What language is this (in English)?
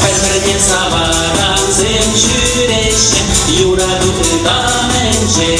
Chuvash